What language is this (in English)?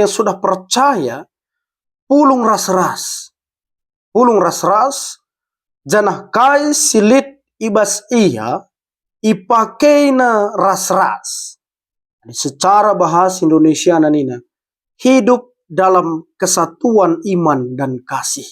Batak Karo